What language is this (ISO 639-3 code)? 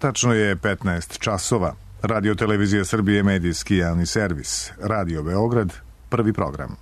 srp